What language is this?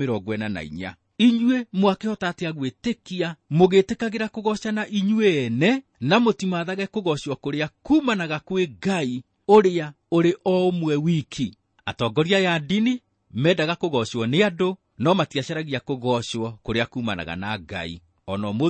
Kikuyu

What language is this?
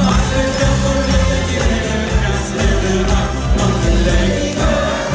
Dutch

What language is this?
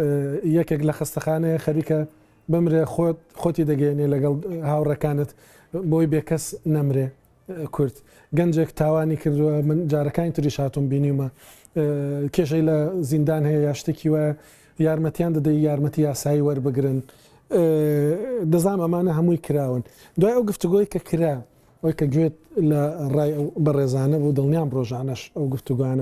Central Kurdish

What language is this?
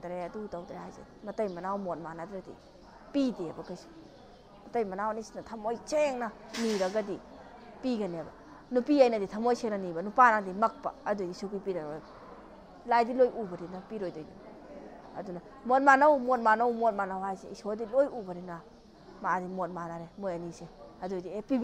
Manipuri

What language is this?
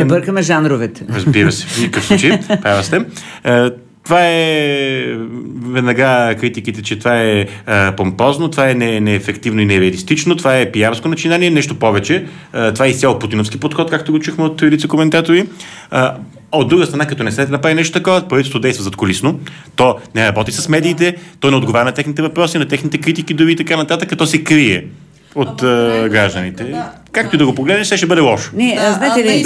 Bulgarian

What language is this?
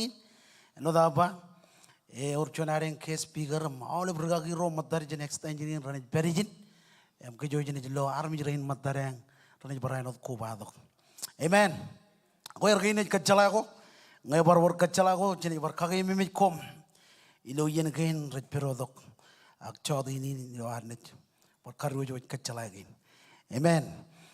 Marshallese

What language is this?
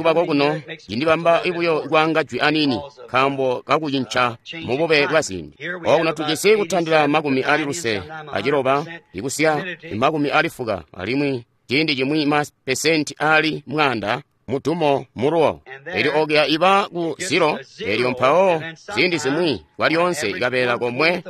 Tonga (Zambia)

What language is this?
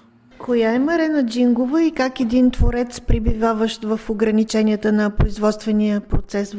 Bulgarian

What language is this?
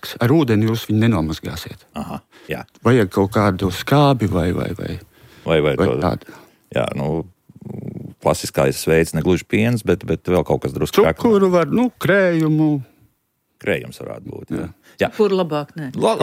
Latvian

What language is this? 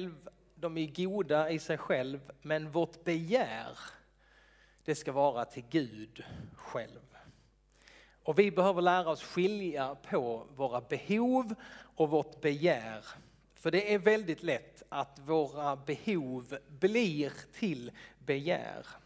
Swedish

